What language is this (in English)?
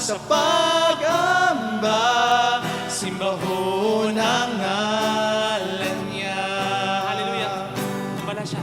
Hiligaynon